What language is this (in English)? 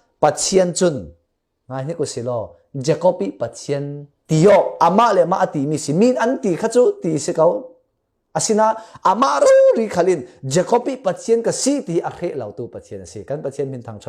Falam Chin